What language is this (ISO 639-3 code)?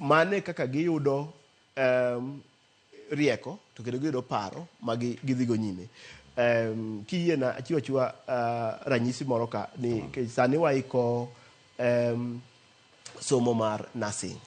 luo